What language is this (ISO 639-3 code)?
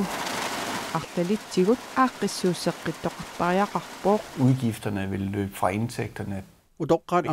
kal